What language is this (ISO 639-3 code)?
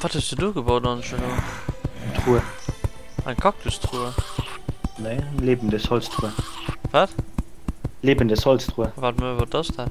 ltz